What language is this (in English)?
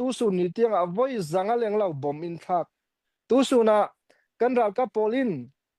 Falam Chin